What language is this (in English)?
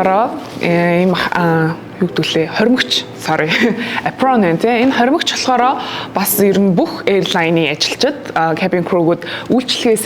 Mongolian